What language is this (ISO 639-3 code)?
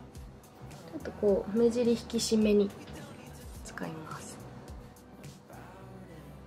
jpn